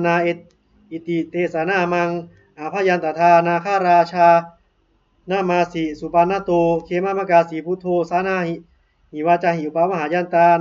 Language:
Pali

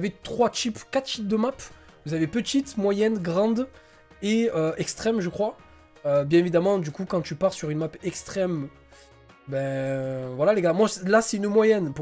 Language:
French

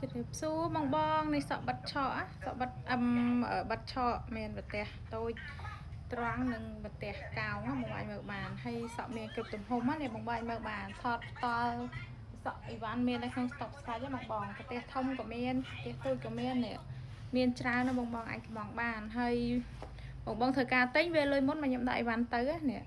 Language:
Khmer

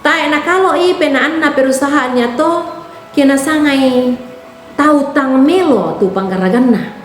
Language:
Toraja-Sa'dan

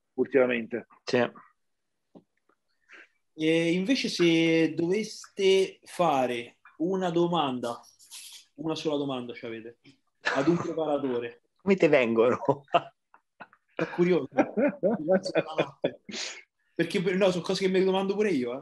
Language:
Italian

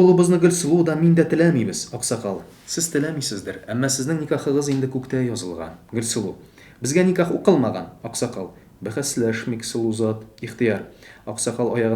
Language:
Tatar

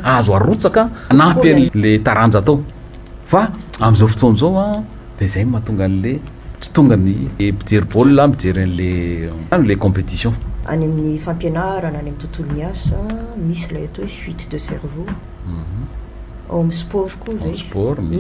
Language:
Malagasy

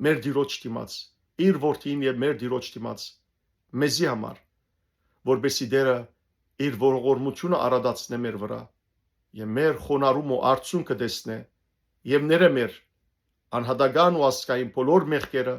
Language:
Western Armenian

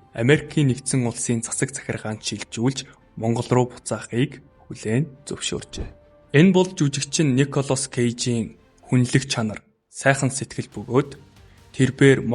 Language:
Mongolian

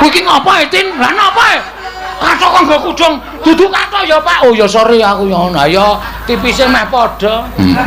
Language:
Javanese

